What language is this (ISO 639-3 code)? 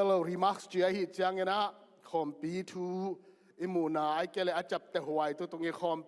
ctd